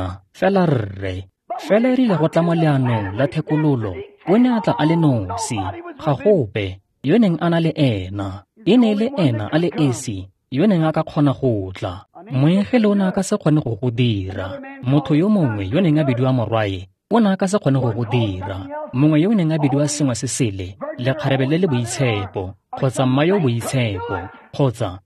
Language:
Tswana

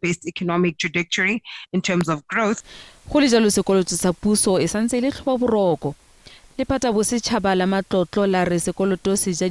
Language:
Tswana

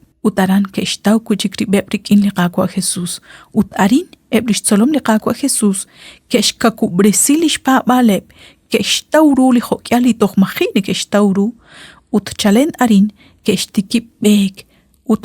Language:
Kekchí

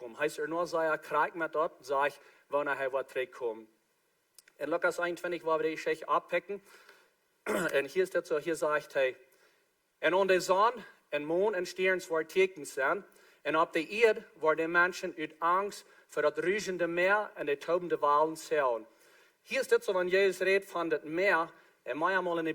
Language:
Plautdietsch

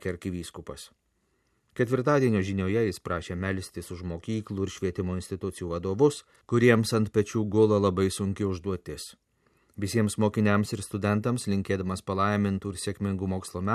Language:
Lithuanian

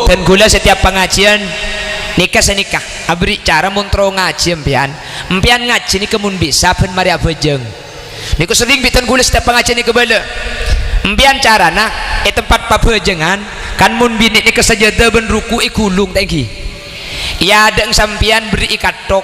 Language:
Madurese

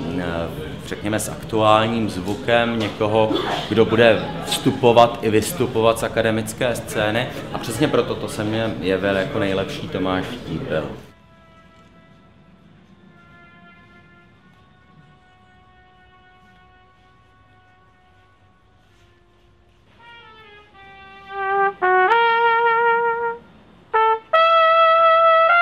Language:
Czech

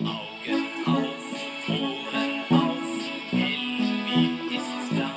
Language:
Bavarian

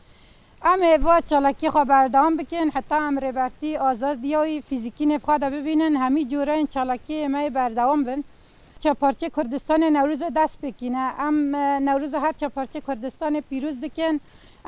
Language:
Kurdish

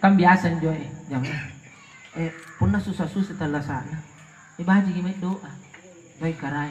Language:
Makasar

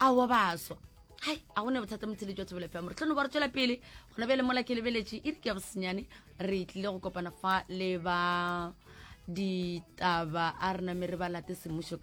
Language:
Northern Sotho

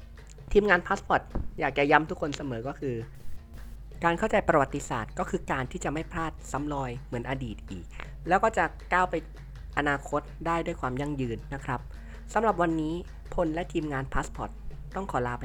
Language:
Thai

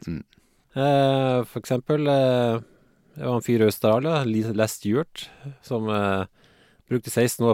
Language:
Norwegian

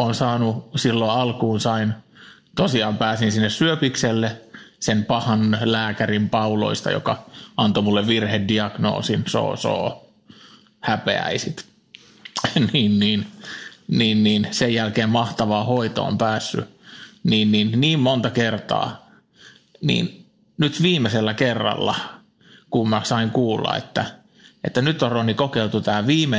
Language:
Finnish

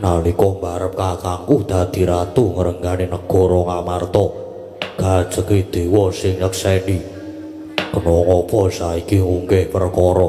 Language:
Javanese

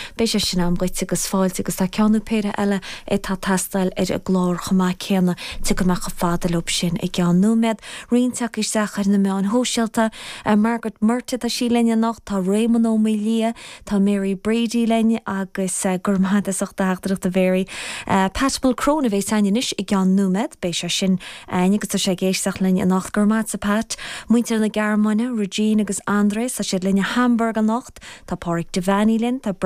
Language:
Irish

